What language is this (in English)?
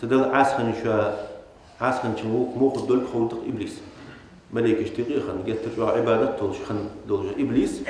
Ingush